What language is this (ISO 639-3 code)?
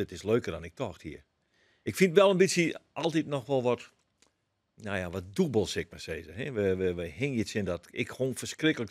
fry